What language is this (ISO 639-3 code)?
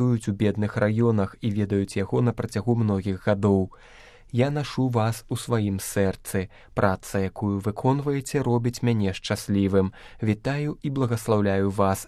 bel